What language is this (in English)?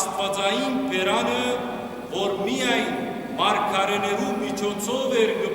Western Armenian